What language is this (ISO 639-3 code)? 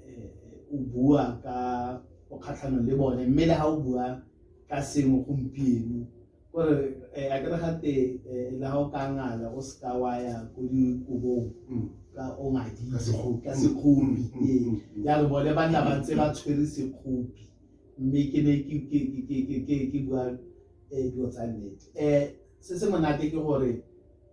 tsn